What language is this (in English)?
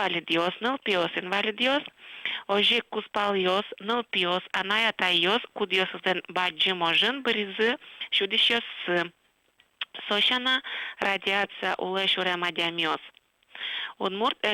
Udmurt